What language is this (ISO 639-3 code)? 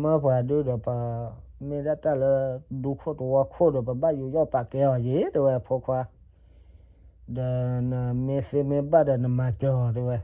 ksw